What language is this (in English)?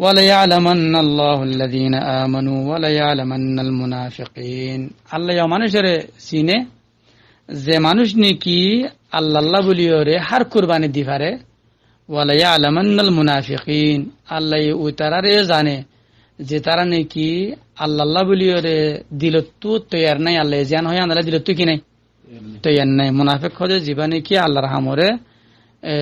Rohingya